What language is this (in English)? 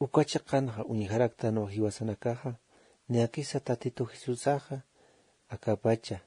Aymara